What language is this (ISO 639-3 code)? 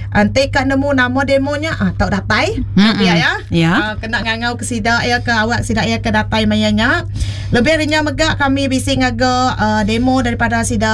iba